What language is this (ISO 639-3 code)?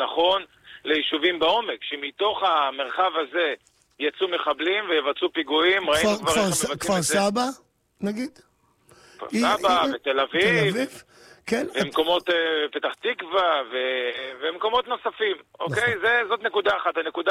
heb